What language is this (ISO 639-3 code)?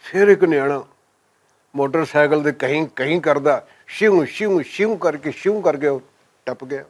lah